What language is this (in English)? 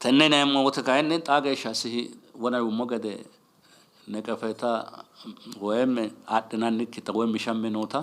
Sidamo